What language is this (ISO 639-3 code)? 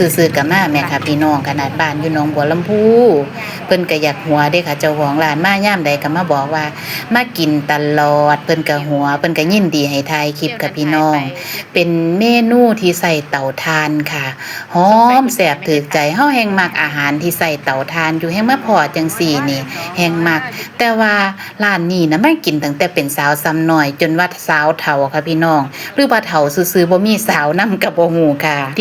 tts